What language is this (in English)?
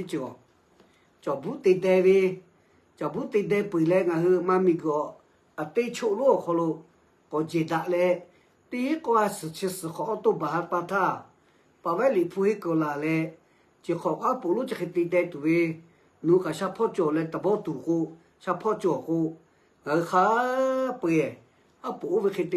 Lahu